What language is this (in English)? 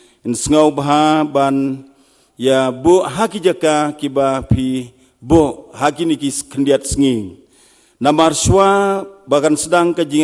Khasi